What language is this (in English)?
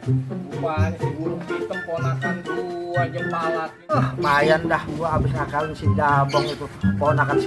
Betawi